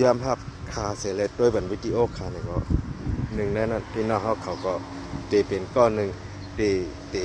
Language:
Shan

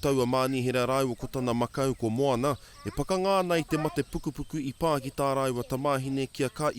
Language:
Māori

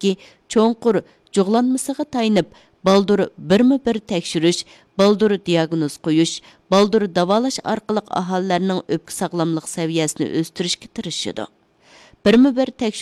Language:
Uyghur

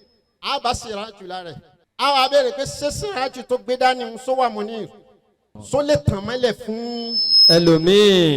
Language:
Yoruba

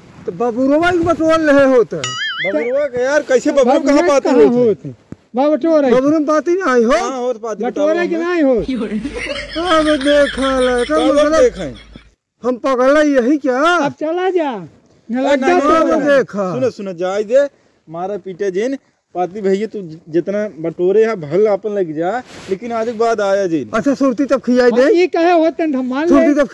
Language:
Awadhi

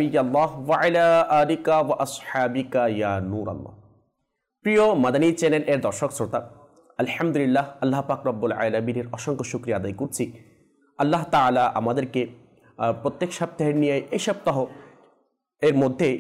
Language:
Bangla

